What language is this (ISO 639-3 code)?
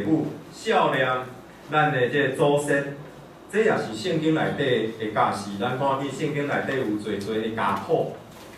nan